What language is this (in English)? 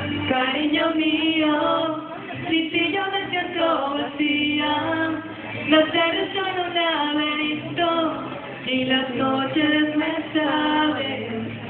Spanish